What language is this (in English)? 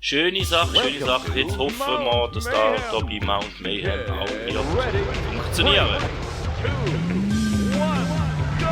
Swiss German